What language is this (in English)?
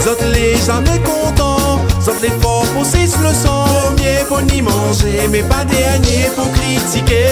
Réunion Creole French